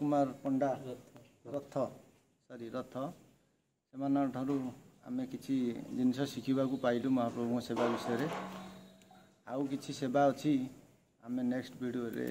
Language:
Odia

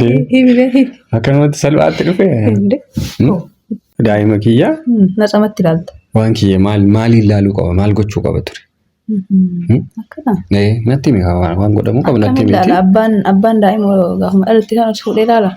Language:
Oromo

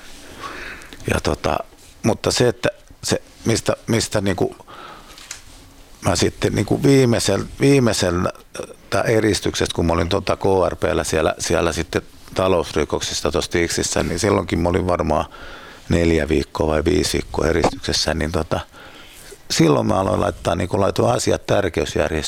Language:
Finnish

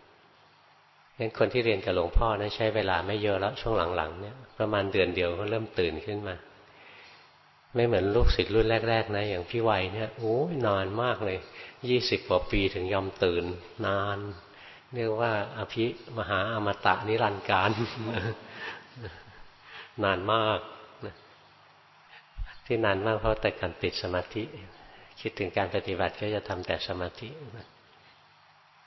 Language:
Thai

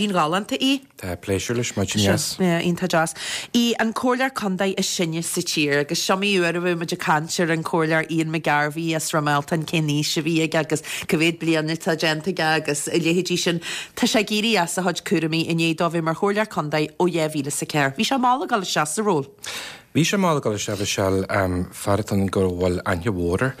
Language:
Irish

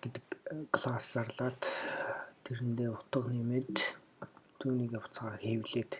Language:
Mongolian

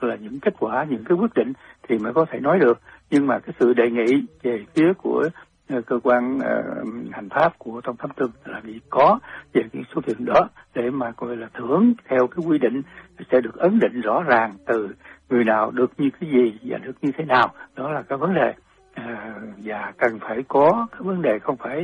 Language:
Vietnamese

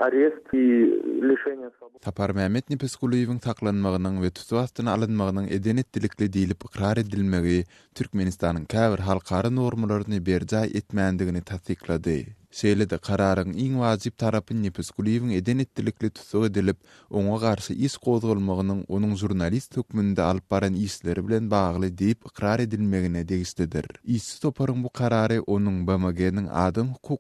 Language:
Turkmen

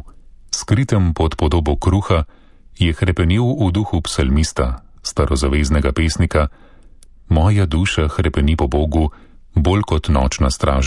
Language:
Slovenian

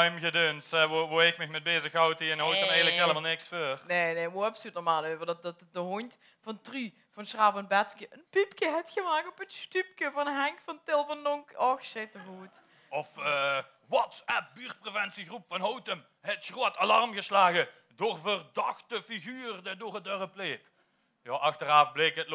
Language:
Limburgish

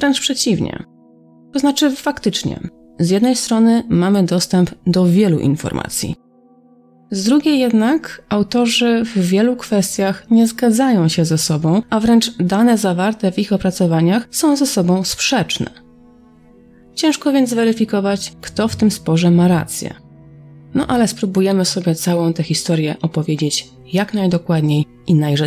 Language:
Polish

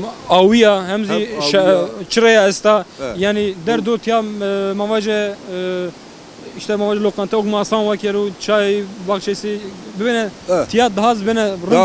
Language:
Zaza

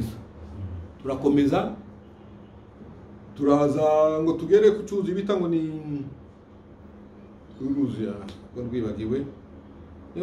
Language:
Kinyarwanda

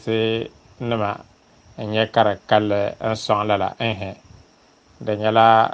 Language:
Dagbani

